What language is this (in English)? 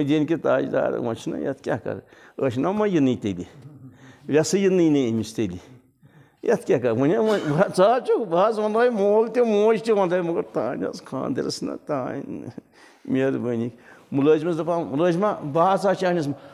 Kashmiri